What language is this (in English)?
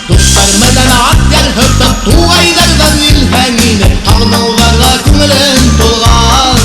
Bashkir